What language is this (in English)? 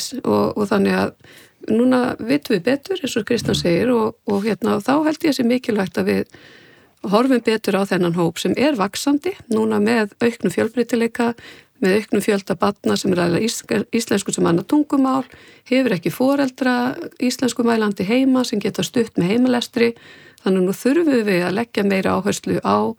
Icelandic